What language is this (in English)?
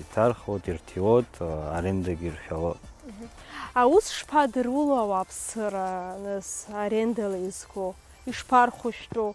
Abkhazian